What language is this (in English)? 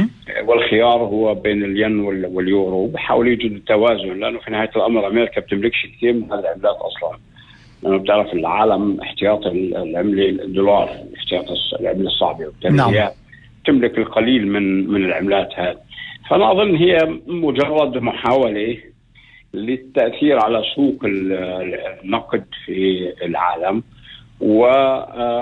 North Levantine Arabic